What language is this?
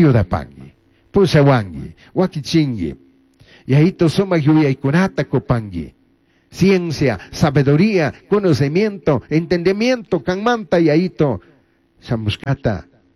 Chimborazo Highland Quichua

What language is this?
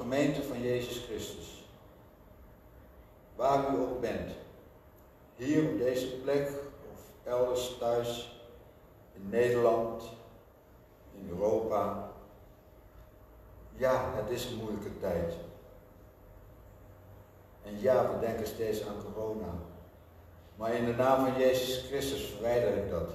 Dutch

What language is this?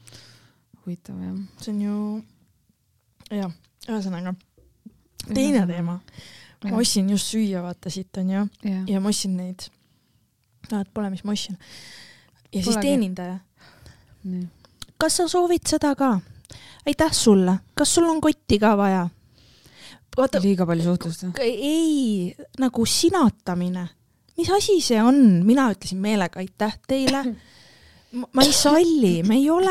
Estonian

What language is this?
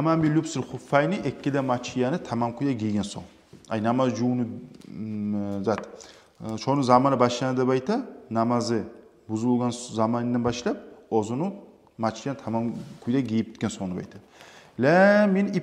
Kumyk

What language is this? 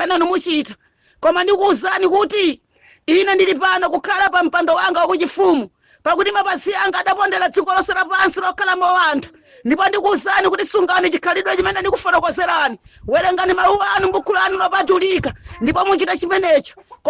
Nyanja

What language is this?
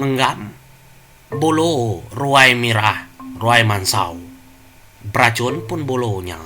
Iban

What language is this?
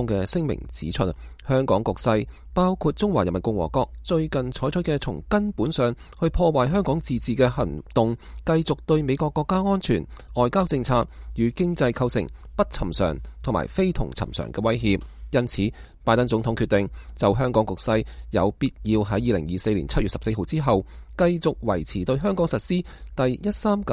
Cantonese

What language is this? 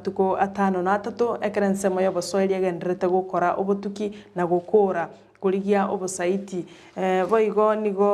Gusii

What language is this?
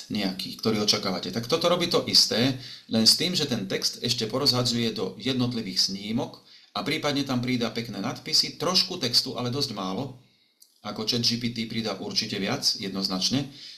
Slovak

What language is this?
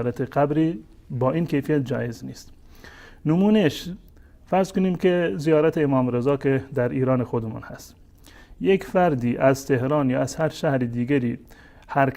Persian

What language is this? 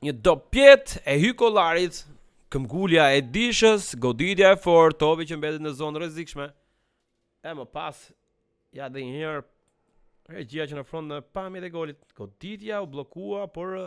Albanian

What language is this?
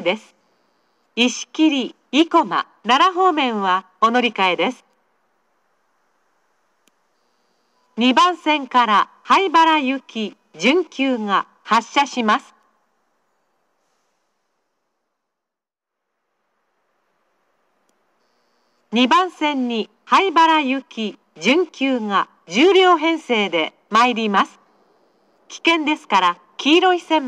Japanese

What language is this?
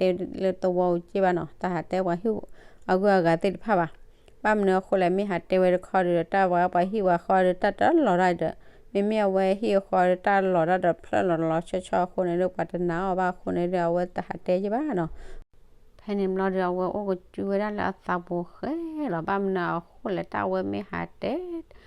S'gaw Karen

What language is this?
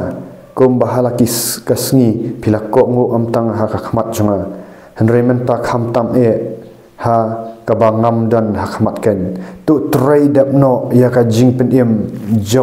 Khasi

